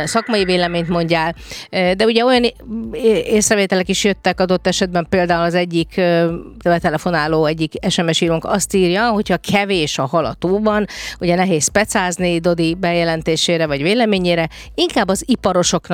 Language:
Hungarian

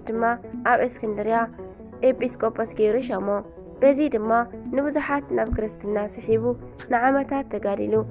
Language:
Tigrinya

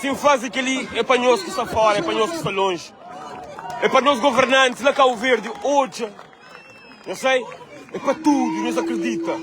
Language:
Kabuverdianu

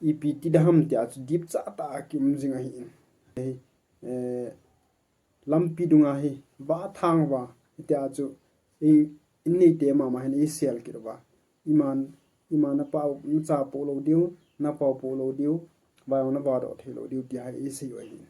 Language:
Thado Chin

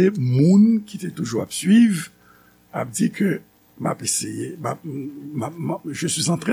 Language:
Haitian Creole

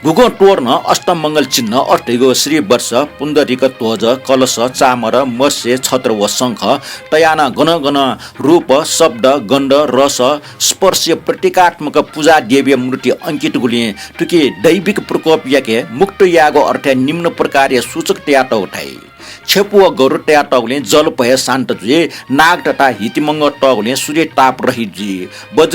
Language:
Newari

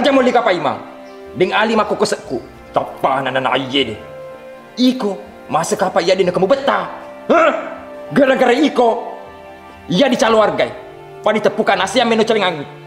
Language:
Buginese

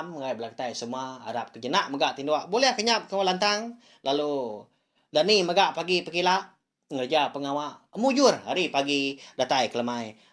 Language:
Iban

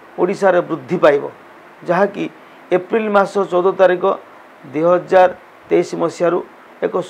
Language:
Odia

